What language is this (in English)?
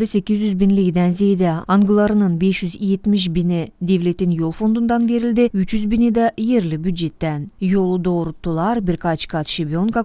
Gagauz